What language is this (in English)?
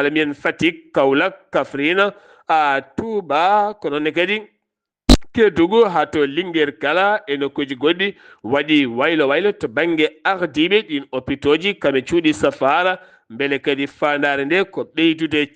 Fula